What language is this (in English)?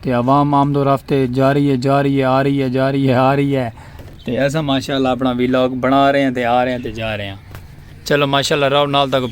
Saraiki